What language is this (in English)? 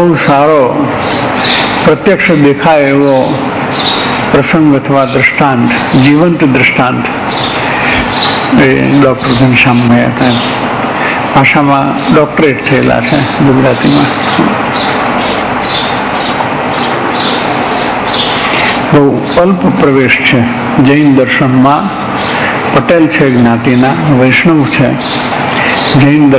Gujarati